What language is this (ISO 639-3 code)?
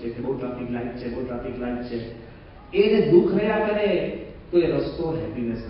guj